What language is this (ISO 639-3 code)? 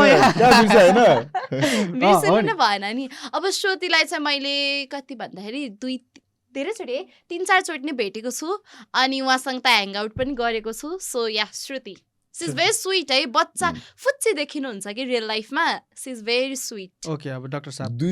nep